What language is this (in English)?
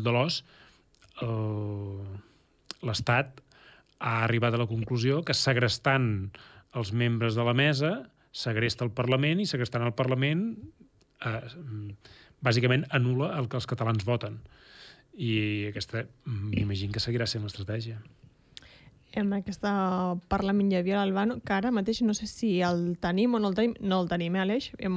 Catalan